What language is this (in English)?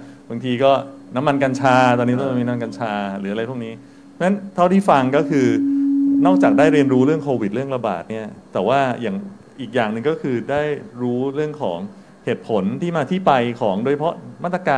Thai